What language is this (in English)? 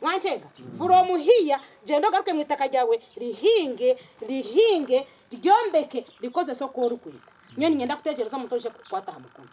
Nyankole